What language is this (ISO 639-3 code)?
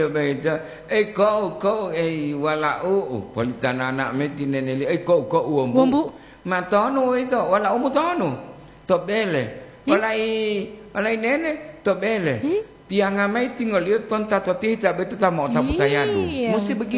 gor